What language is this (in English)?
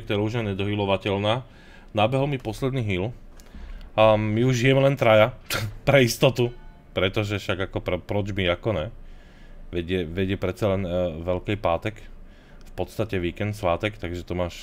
Slovak